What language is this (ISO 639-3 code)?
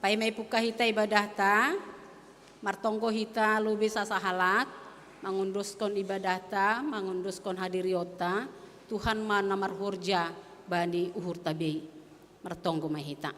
bts